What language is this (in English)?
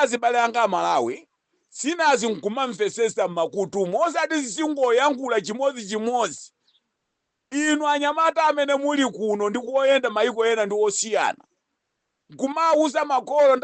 Nyanja